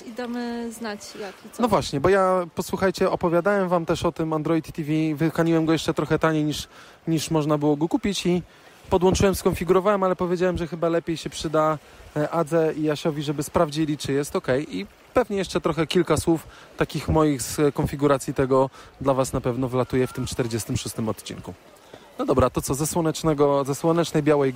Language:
Polish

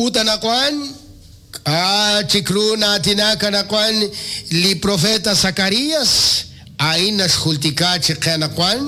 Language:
Kekchí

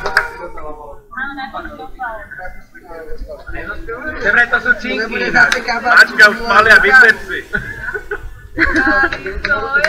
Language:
Slovak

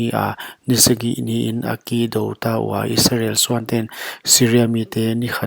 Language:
Paite Chin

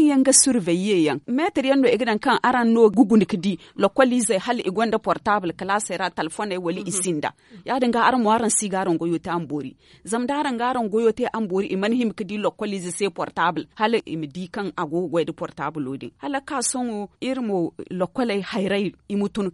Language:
Zarma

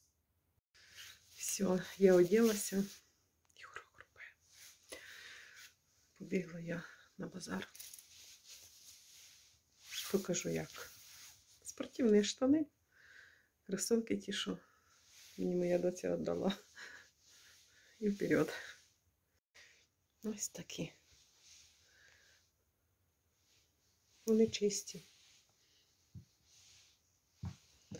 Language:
Ukrainian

